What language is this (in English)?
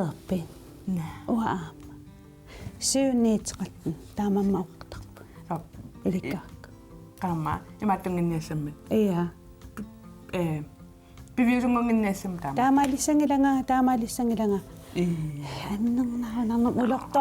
Kalaallisut